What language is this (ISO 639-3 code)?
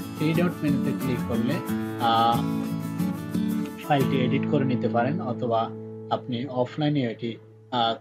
ben